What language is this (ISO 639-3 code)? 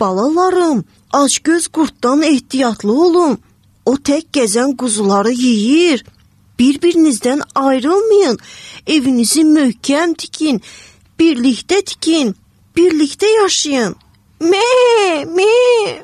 aze